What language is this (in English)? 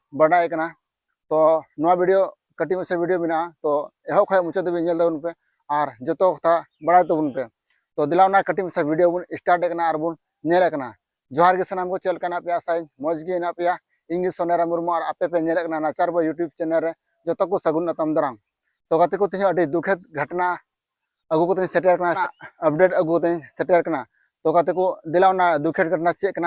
Santali